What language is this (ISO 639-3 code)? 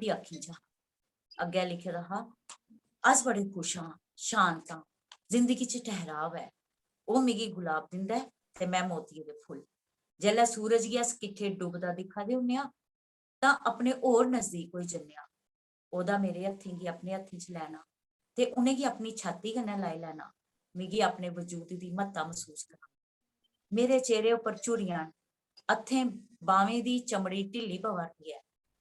doi